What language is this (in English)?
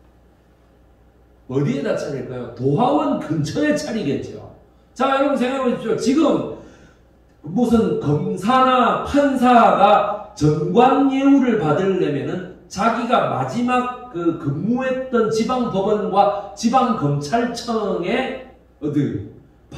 Korean